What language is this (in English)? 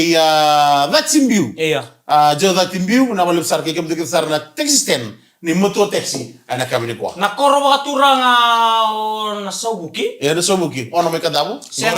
Fijian